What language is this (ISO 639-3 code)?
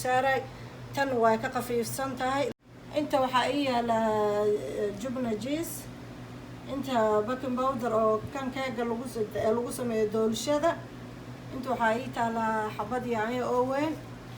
som